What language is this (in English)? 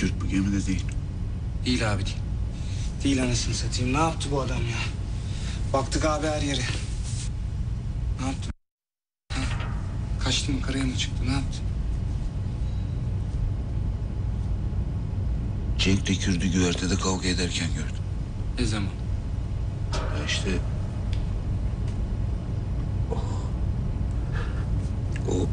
Turkish